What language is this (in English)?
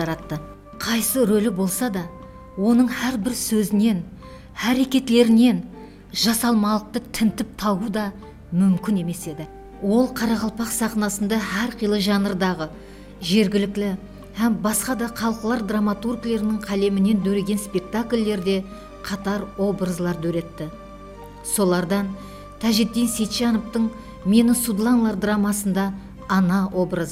Kara-Kalpak